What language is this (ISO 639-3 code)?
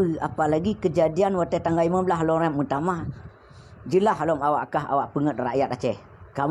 ace